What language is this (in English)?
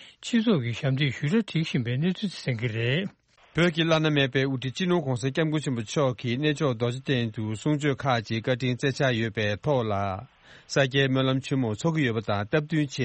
Tibetan